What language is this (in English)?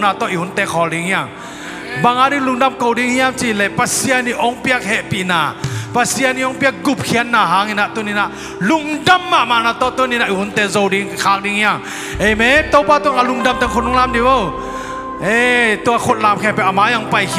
Tedim Chin